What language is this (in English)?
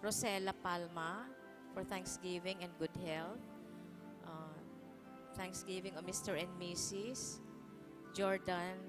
Bikol